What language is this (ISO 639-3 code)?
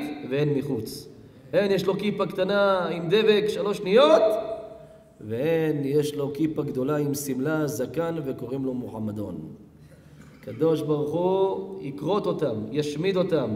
heb